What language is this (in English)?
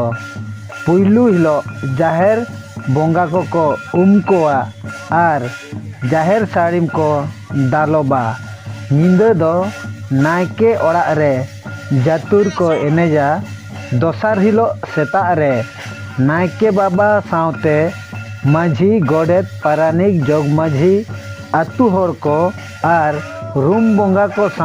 Santali